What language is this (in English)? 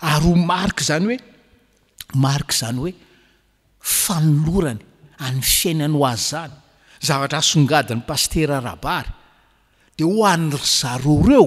Malagasy